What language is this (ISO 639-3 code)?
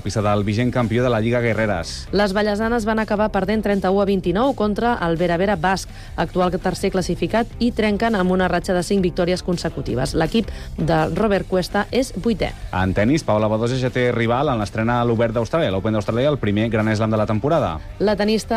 cat